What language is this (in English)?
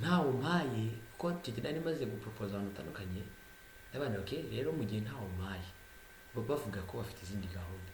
Kinyarwanda